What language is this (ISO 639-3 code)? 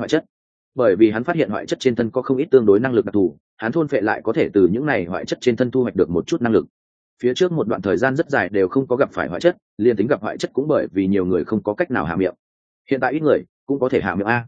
vie